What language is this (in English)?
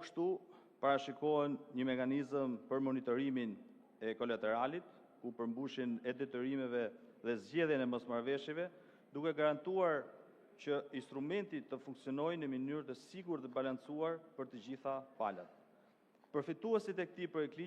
Albanian